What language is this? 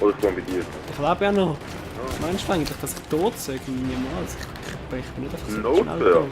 Swiss German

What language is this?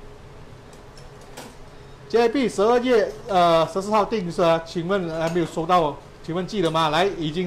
Chinese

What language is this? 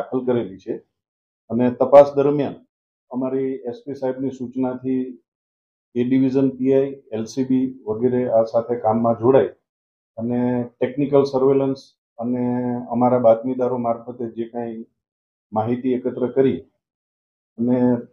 Gujarati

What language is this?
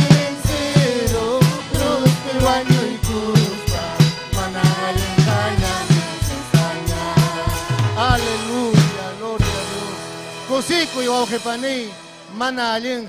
Ayacucho Quechua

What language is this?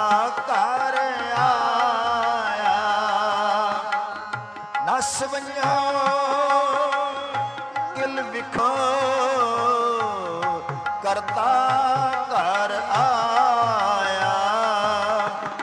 Punjabi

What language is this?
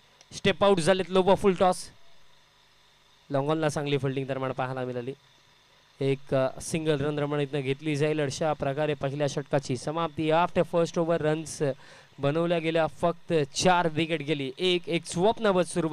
Marathi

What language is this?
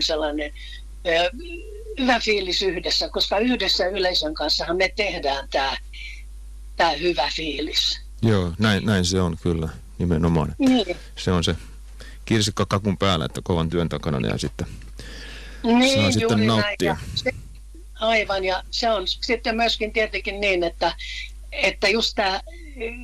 Finnish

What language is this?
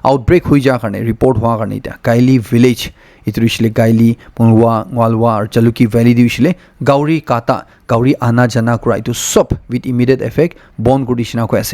Naga Pidgin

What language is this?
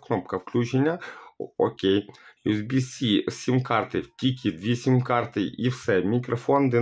Ukrainian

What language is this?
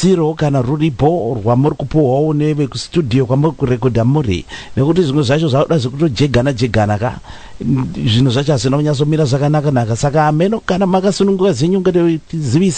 Shona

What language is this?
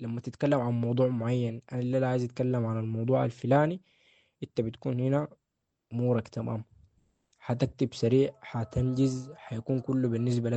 Sudanese Arabic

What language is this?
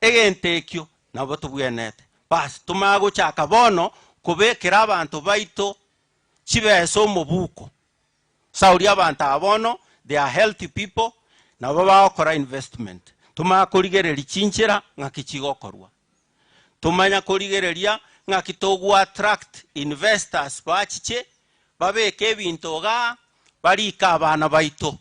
Gusii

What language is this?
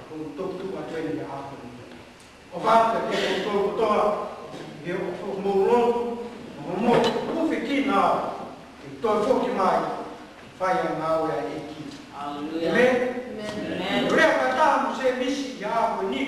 Tongan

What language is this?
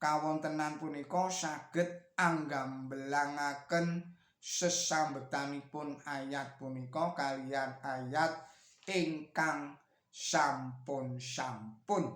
Javanese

